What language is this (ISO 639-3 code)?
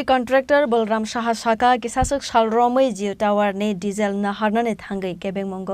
trp